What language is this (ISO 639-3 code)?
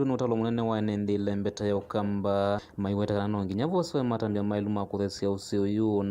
kam